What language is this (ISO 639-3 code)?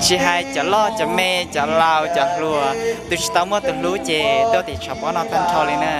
hmn